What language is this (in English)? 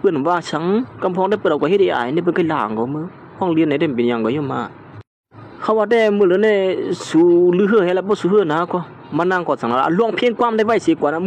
Shan